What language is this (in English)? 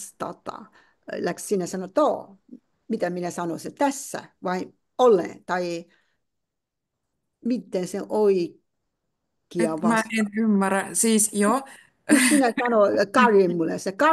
Finnish